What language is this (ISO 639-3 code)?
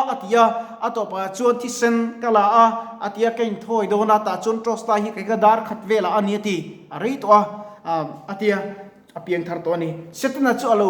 lus